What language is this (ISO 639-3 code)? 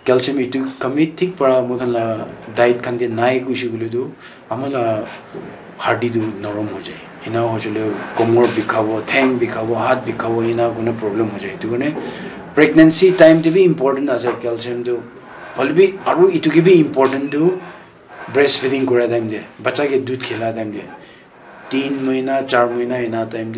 nag